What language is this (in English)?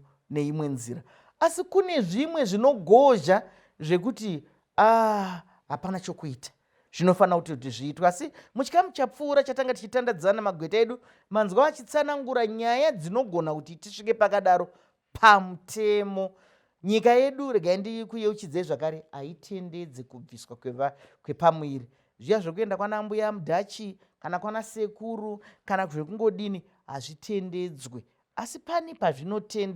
Shona